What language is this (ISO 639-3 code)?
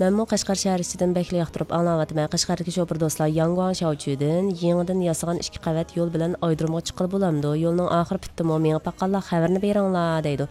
uig